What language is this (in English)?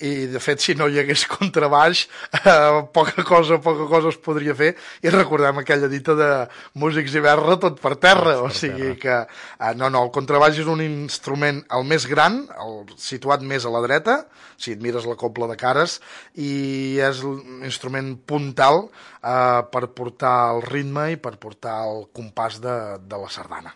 Catalan